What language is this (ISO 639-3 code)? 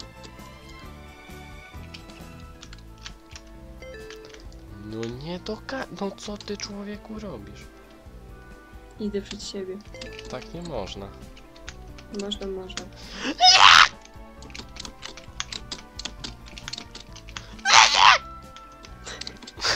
pol